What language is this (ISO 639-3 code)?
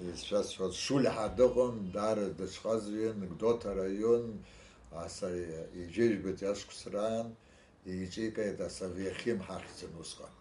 abk